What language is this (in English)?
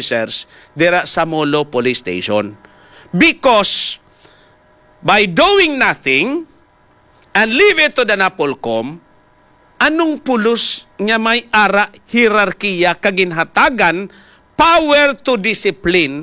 Hiligaynon